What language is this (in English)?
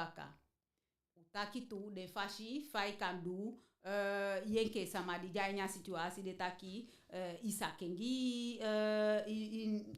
Eastern Maroon Creole